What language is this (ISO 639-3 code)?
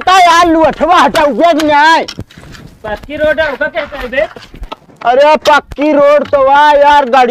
awa